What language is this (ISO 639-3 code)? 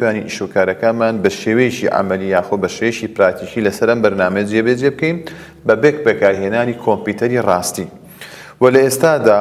ckb